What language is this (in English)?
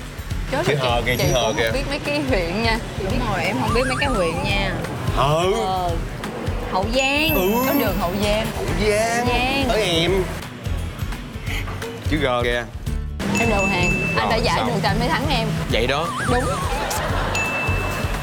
Vietnamese